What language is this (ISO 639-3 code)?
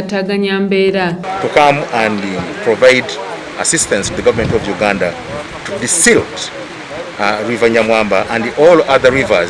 lug